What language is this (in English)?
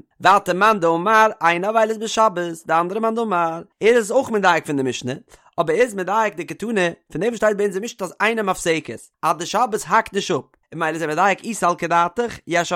Yiddish